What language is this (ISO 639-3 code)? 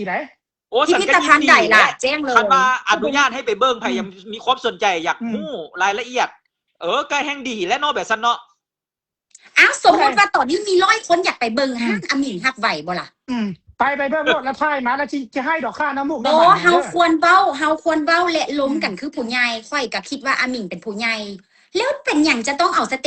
lao